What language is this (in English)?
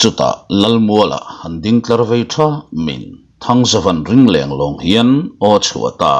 Mizo